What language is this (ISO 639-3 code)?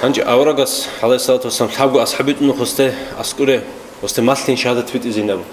ava